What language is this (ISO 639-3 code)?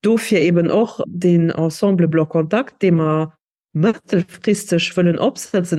ltz